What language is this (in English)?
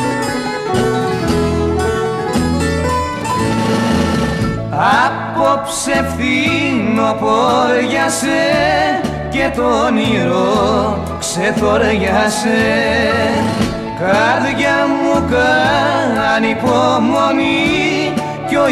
Greek